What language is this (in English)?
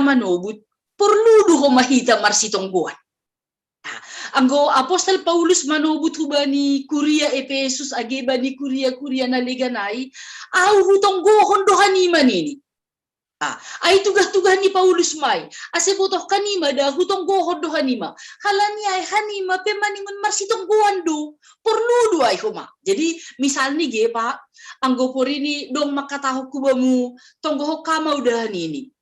Batak Simalungun